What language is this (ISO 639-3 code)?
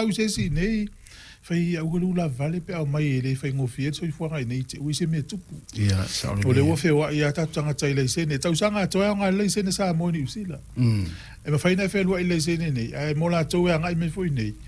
smo